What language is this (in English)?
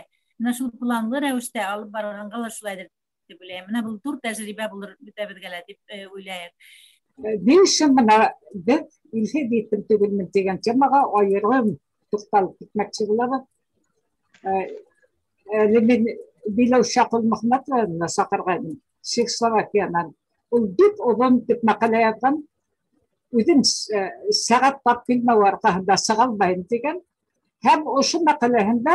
Bashkir